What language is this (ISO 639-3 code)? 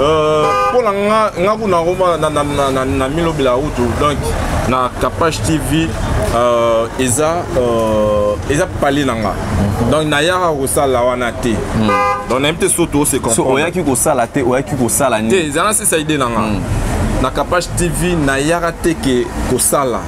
lin